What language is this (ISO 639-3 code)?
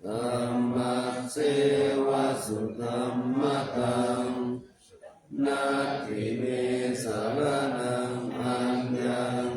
pli